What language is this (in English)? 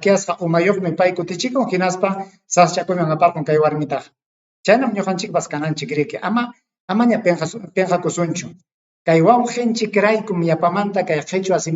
Ayacucho Quechua